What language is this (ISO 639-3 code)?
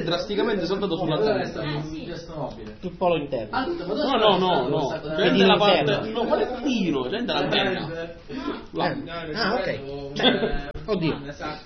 ita